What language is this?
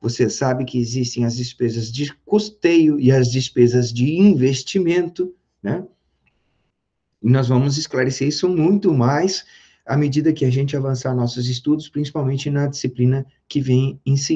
Portuguese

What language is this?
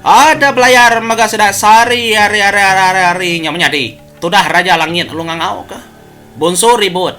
Iban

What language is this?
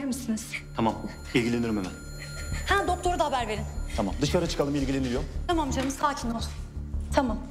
Turkish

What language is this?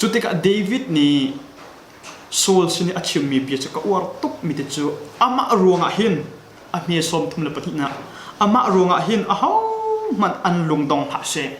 Hakha Chin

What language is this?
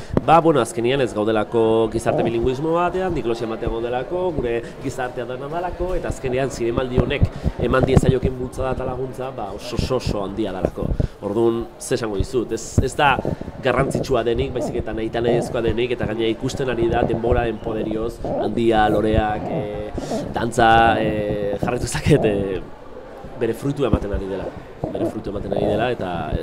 Basque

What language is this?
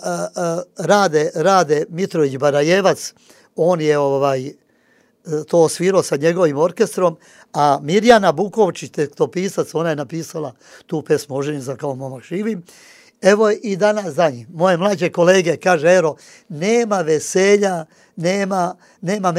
Serbian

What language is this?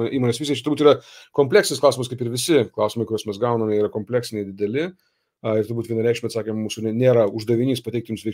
Lithuanian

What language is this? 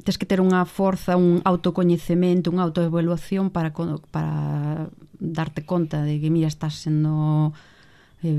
Galician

